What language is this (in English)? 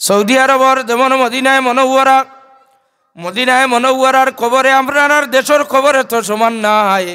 Sylheti